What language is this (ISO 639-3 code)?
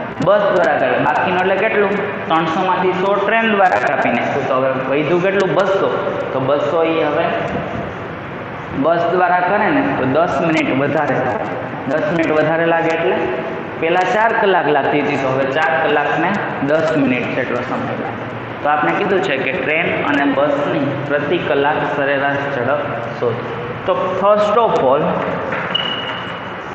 guj